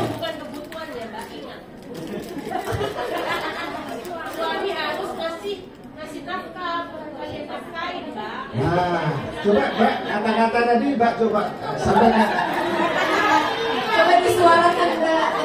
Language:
Indonesian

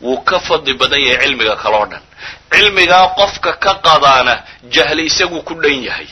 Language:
Somali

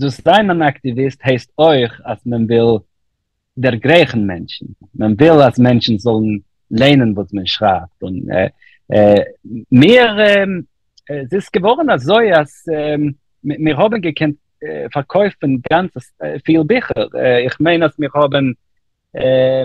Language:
Yiddish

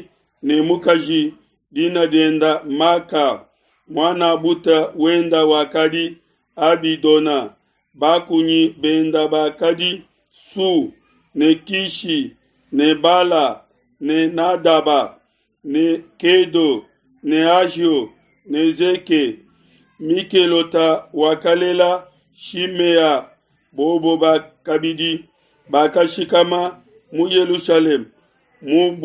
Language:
Luba-Lulua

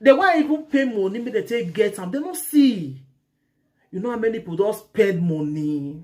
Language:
Nigerian Pidgin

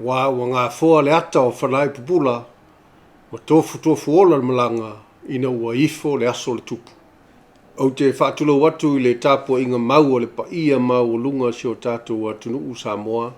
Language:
Samoan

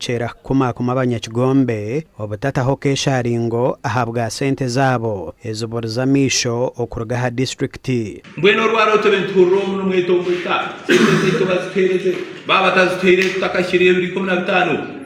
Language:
Nyankole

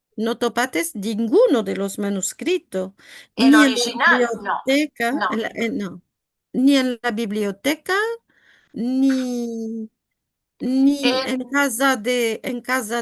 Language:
Ladino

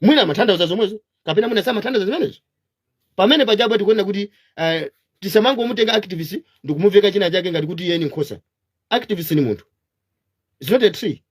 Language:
Nyanja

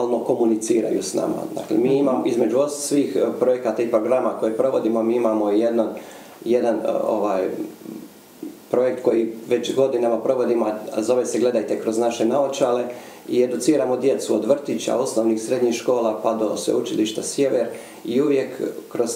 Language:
Croatian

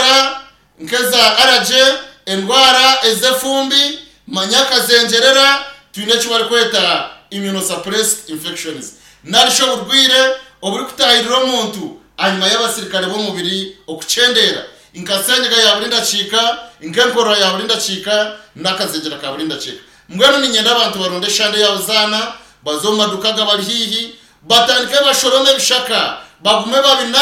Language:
Nyankole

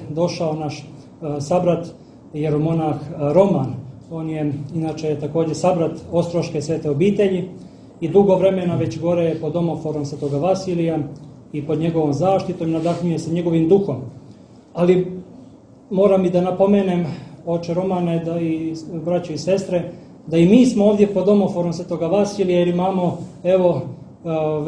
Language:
Serbian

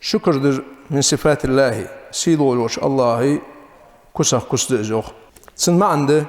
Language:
Ingush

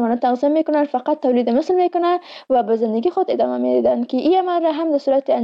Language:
Persian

